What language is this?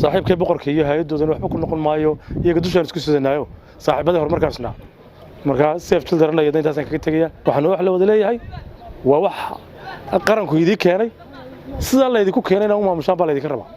Somali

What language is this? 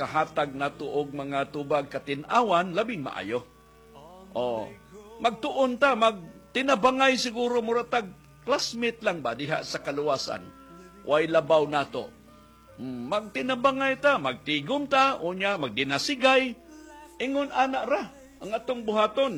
Cebuano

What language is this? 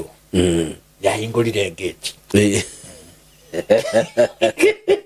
Kikuyu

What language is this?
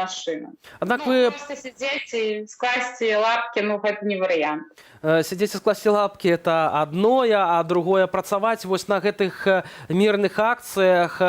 Belarusian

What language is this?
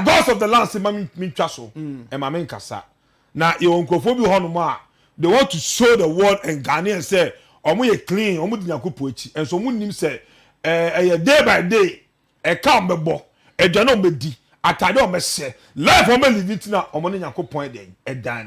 Akan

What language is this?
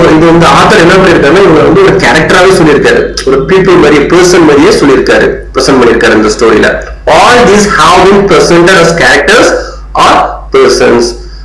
Tamil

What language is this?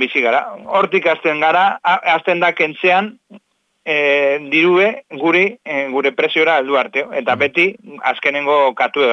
Basque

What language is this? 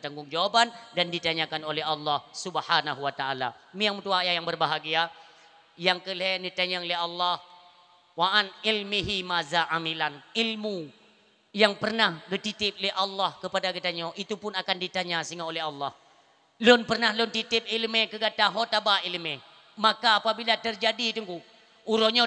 Achinese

